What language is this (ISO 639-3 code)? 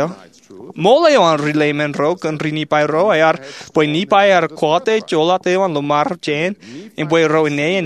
mah